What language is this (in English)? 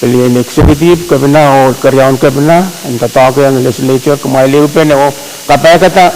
Pohnpeian